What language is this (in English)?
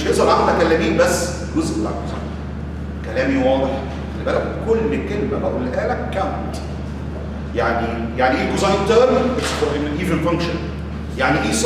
Egyptian Arabic